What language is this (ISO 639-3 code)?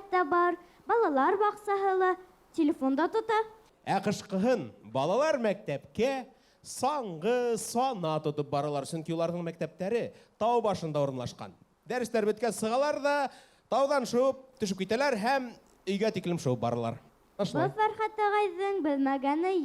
bak